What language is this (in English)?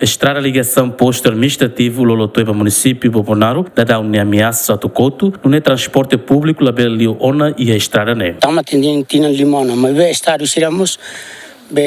Tetum